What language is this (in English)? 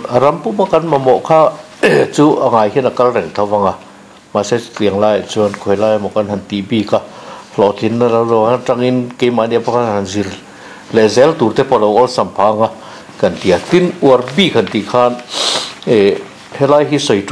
Mizo